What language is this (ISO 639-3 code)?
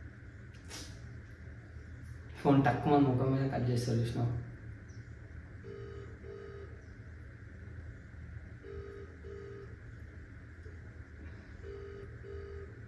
tel